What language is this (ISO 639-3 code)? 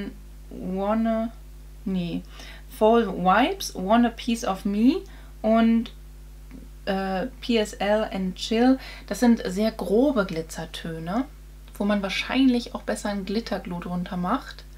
deu